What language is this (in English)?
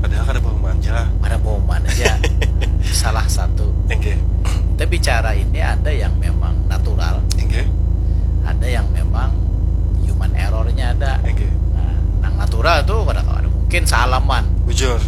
Banjar